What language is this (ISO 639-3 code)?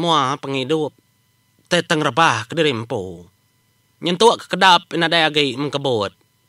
iba